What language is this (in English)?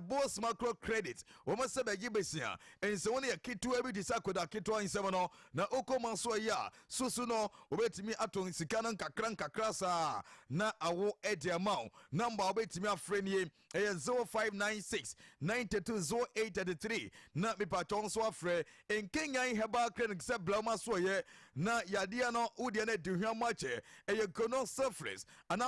Akan